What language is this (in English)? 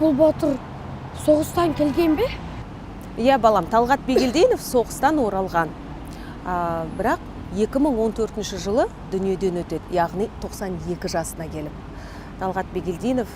Kazakh